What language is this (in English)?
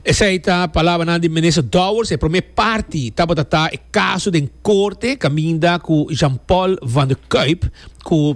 Papiamento